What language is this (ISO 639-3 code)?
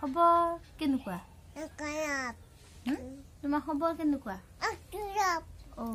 asm